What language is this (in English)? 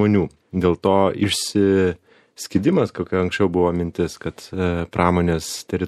Lithuanian